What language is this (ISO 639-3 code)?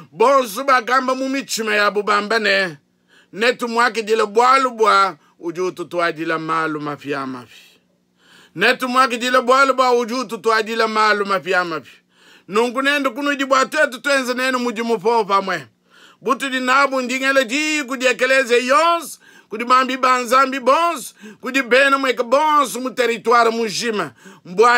lua